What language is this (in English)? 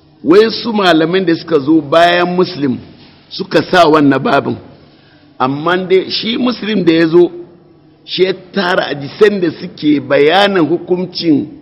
Hausa